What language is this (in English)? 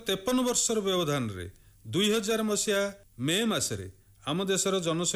Odia